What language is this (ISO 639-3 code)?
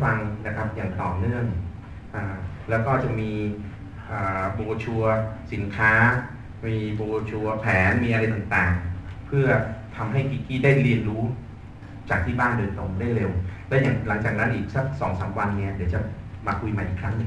tha